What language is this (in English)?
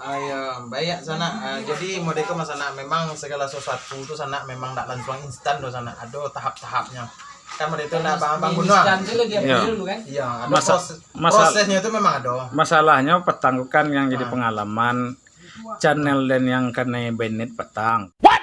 Minangkabau